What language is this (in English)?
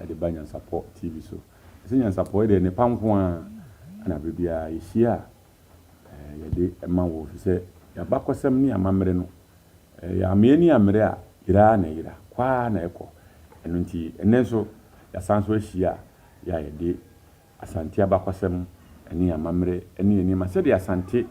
Akan